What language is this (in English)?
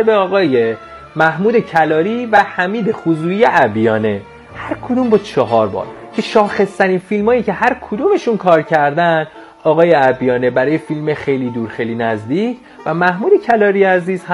Persian